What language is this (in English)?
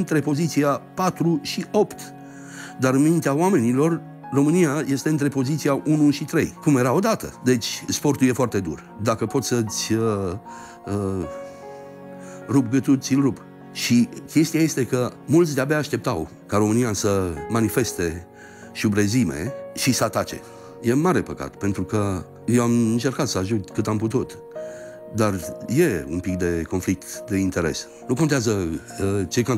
Romanian